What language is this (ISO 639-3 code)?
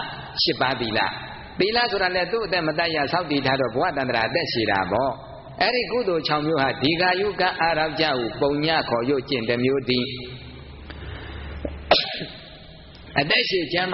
mya